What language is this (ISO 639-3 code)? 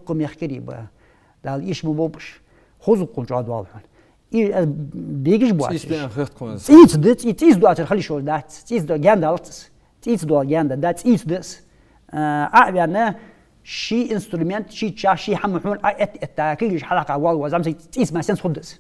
inh